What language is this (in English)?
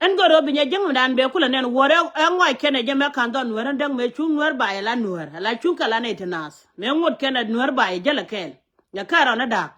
Nuer